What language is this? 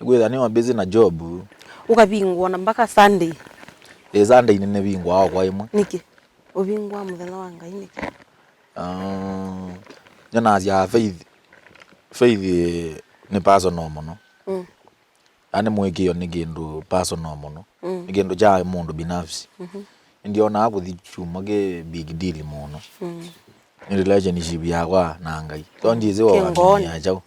Kamba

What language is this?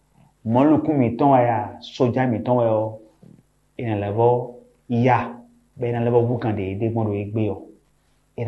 Fon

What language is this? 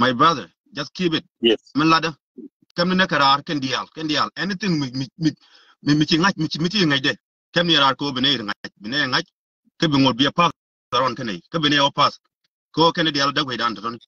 Nuer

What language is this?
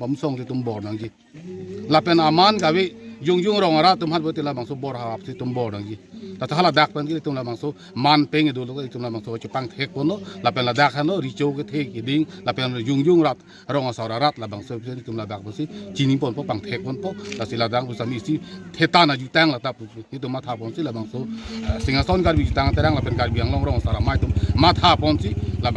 Karbi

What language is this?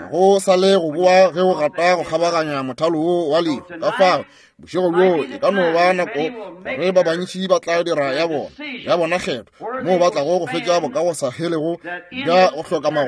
Northern Sotho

